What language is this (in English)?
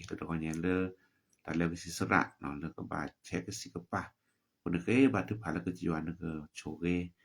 S'gaw Karen